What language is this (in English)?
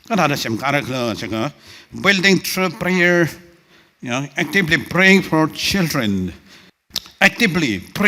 Tangkhul Naga (India)